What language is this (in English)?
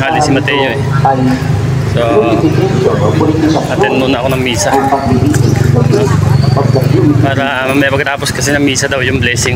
Filipino